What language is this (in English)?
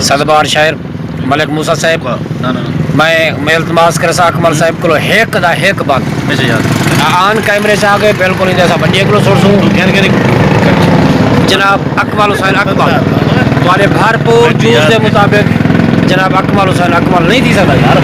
Saraiki